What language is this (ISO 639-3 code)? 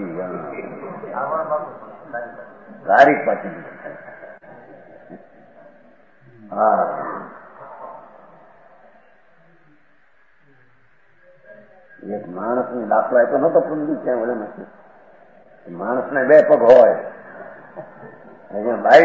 guj